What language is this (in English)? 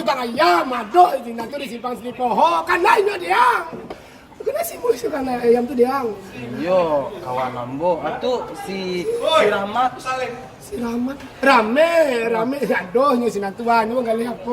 Minangkabau